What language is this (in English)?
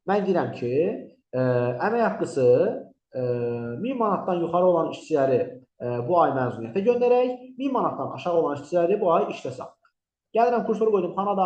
Azerbaijani